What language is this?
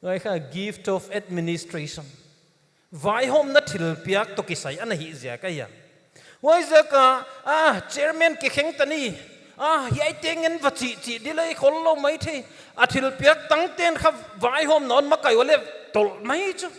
Paite Chin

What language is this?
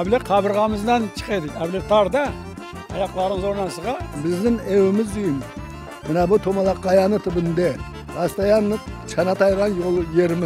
Crimean Tatar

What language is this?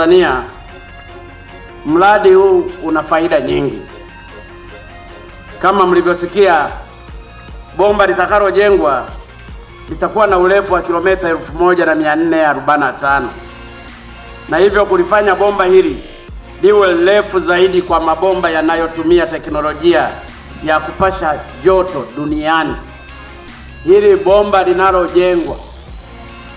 Swahili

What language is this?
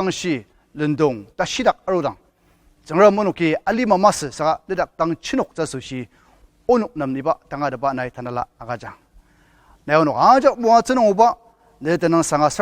Ao Naga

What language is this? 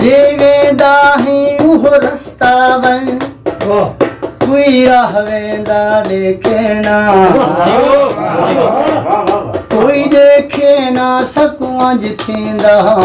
Saraiki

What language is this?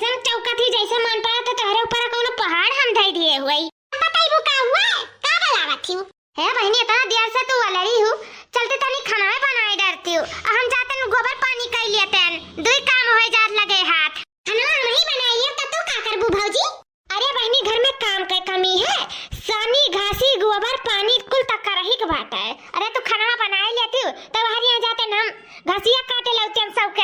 Awadhi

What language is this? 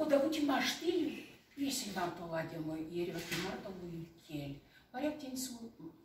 Erzya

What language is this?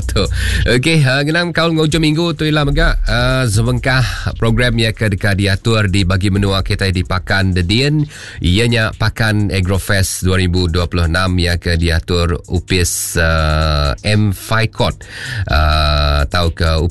Iban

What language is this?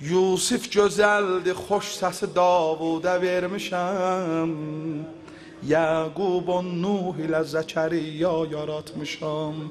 South Azerbaijani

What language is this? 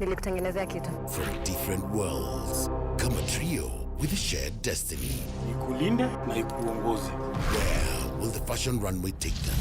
Meru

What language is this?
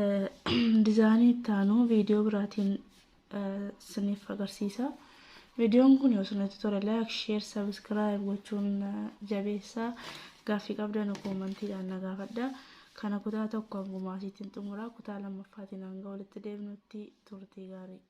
Oromo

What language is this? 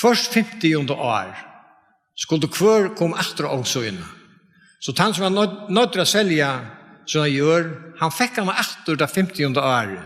Faroese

